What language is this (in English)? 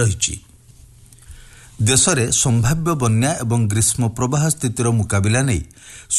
Odia